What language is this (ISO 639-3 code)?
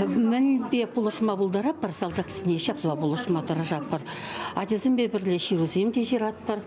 chv